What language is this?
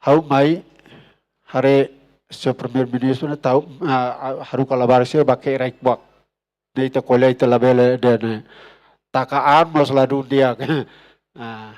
Tetum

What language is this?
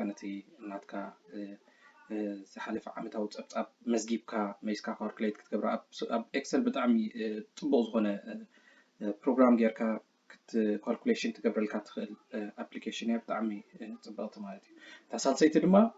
Tigrinya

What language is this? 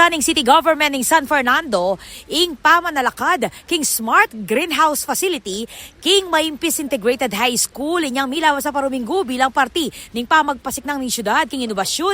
Pampanga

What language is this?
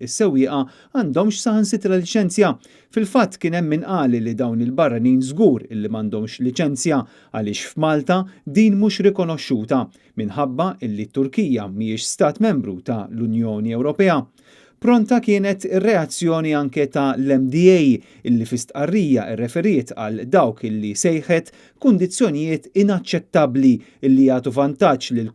Maltese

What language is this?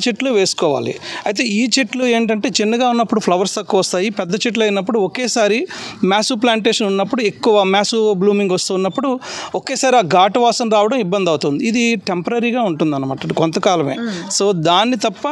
Telugu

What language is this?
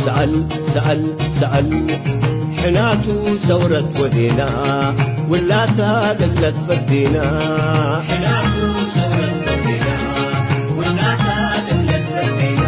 Tigre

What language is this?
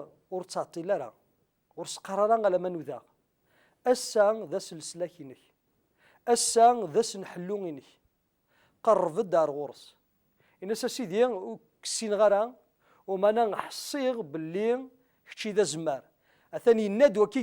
Kabyle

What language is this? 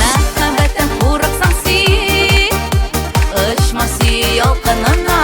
Tatar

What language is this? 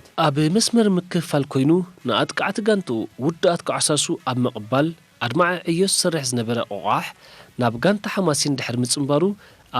Tigrinya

